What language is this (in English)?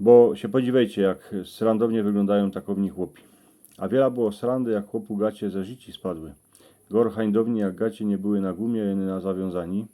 Silesian